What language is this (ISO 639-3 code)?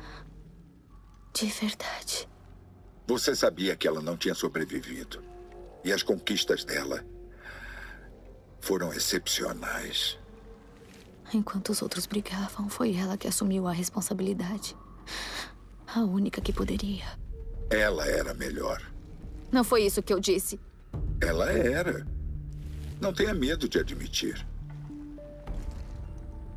por